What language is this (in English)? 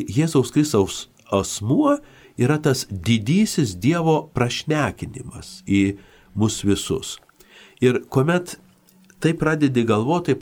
Lithuanian